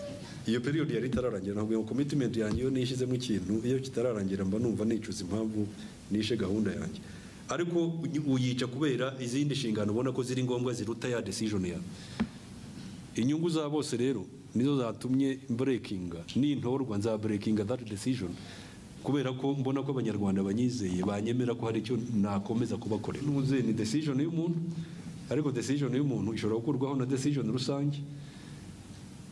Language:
Kinyarwanda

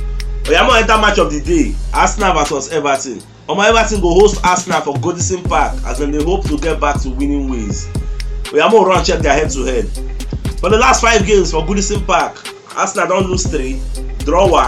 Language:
Nigerian Pidgin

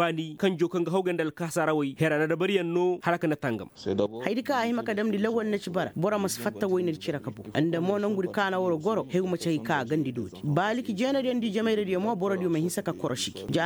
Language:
Koyraboro Senni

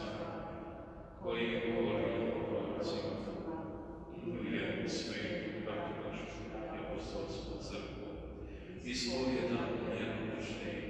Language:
Croatian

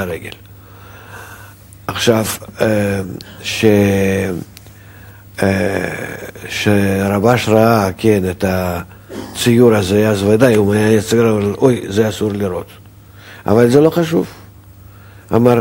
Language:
Hebrew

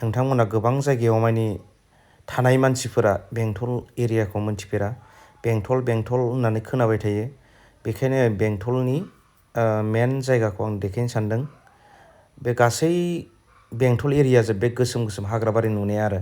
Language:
Bodo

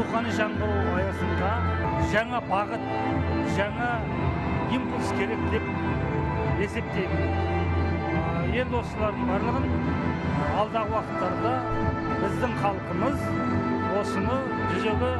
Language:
Kazakh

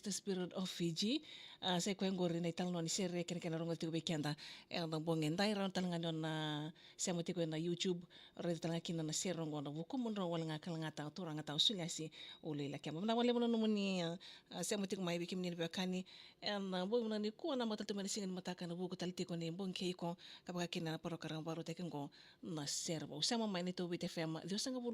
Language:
Fijian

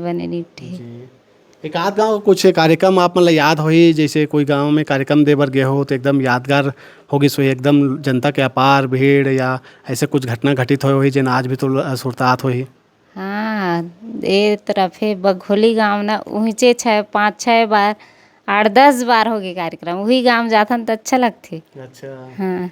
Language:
Chhattisgarhi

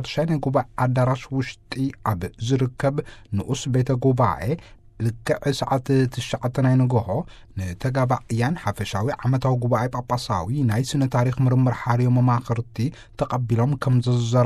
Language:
Tigrinya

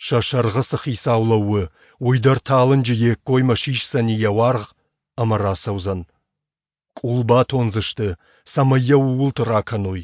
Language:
Ossetic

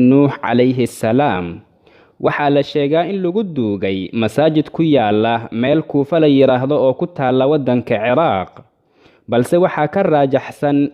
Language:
Somali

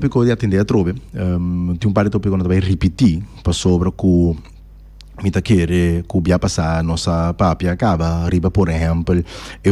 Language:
Papiamento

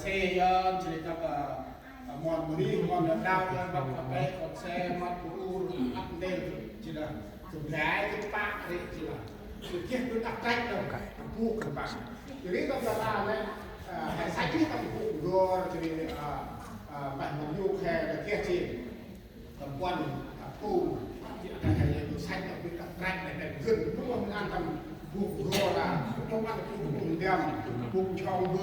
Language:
Central Mnong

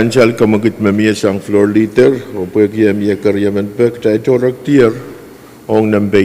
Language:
Pohnpeian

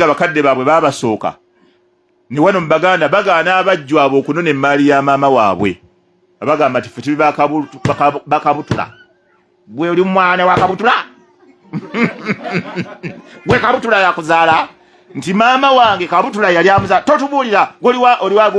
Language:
Ganda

